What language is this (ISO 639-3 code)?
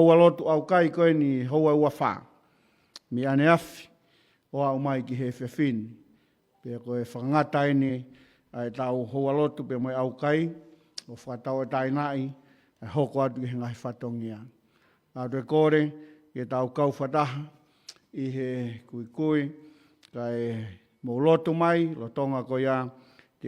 ton